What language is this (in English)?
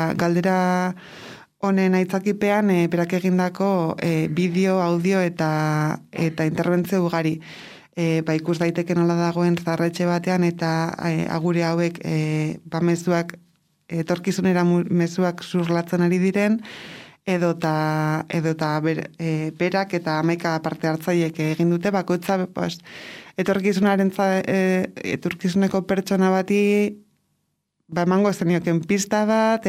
Basque